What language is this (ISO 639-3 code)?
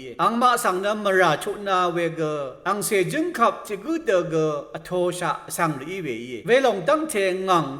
raw